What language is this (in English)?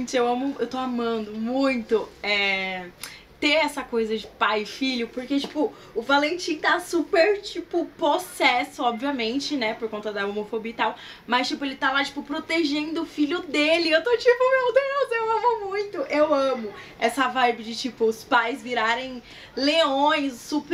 Portuguese